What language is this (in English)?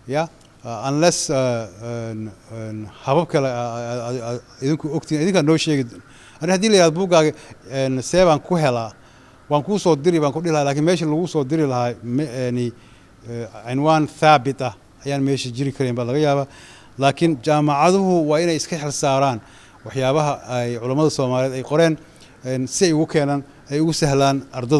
Somali